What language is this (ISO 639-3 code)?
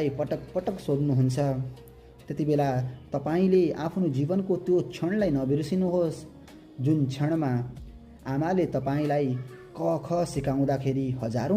nep